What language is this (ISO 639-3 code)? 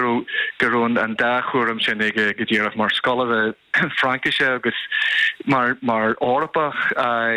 gle